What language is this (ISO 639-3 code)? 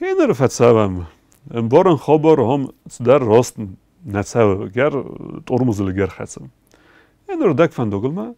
oss